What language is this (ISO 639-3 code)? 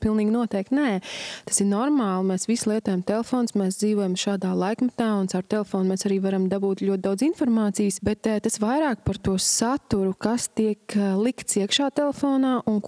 lav